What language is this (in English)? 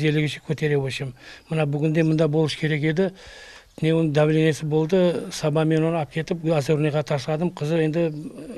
Crimean Tatar